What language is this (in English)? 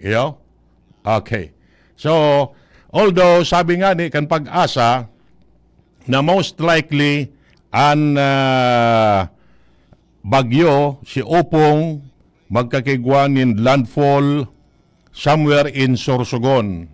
Bikol